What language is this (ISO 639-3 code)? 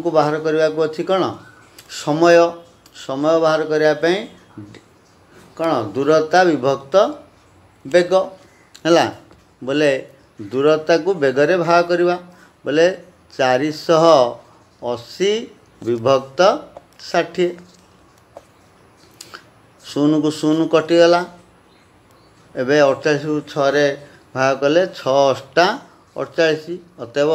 ori